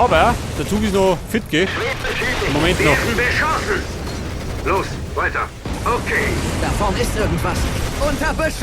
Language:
Bavarian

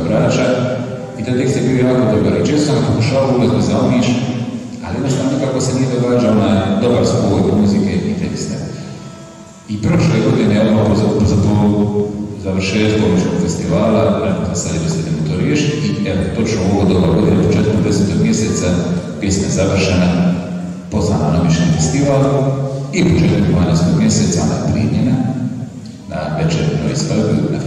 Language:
Croatian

